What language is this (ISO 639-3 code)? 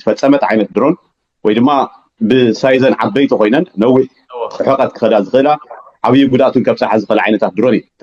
tir